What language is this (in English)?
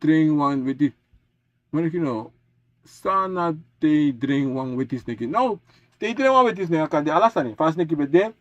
Sranan Tongo